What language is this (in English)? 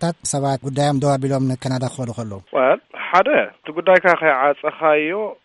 Tigrinya